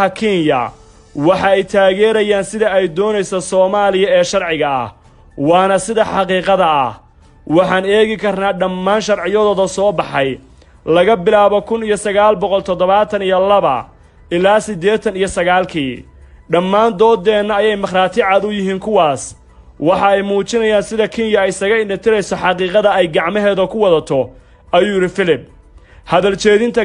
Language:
Somali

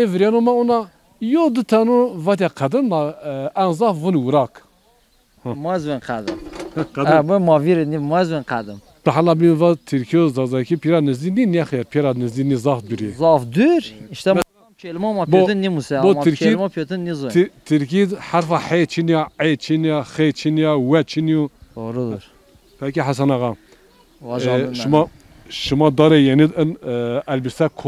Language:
Zaza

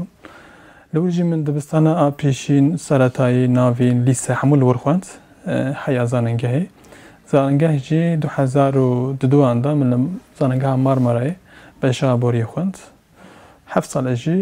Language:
Kurdish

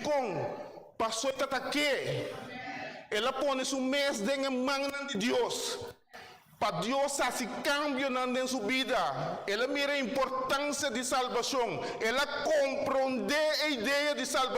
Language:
Papiamento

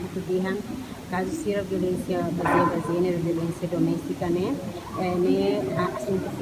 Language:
Tetum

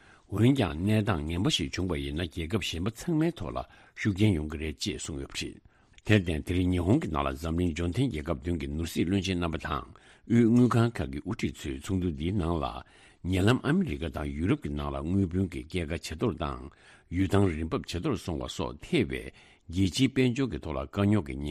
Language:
Tibetan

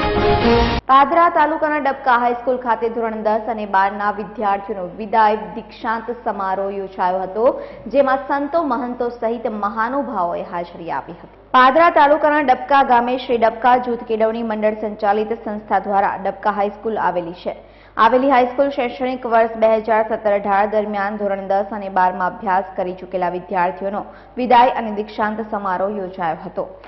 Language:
Gujarati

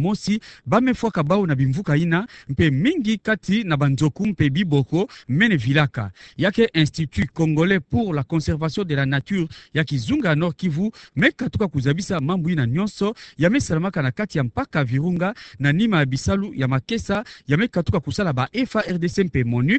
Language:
Kituba (Democratic Republic of Congo)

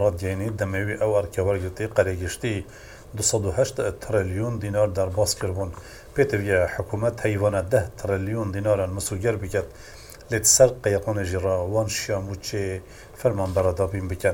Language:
Kurdish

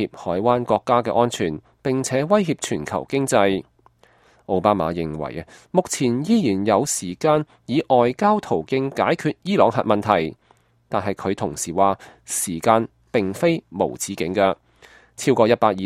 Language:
Cantonese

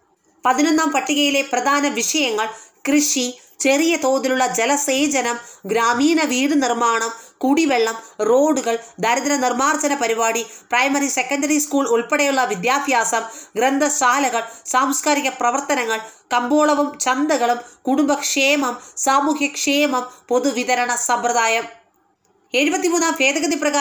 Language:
Malayalam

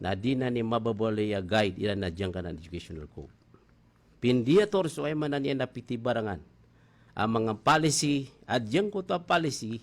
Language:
Maranao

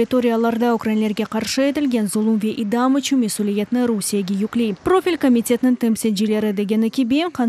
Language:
Crimean Tatar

